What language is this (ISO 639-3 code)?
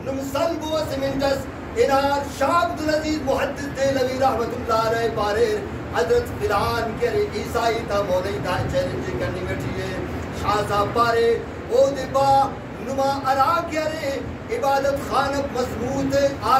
brh